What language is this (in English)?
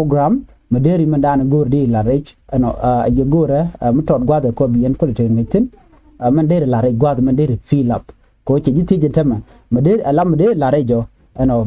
Nuer